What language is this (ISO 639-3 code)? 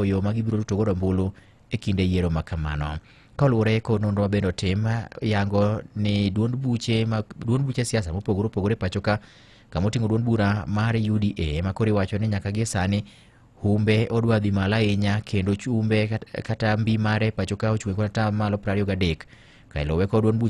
luo